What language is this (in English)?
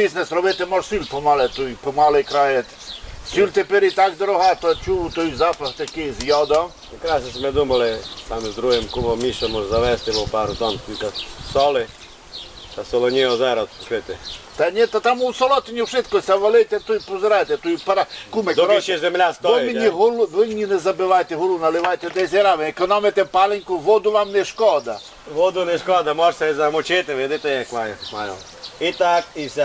Rusyn